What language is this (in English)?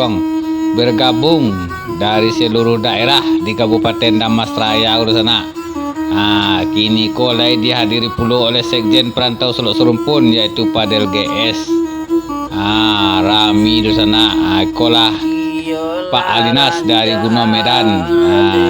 Minangkabau